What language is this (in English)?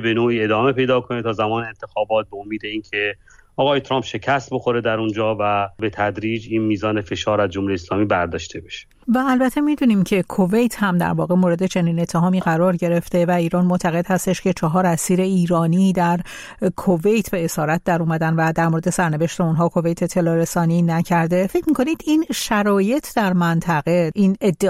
Persian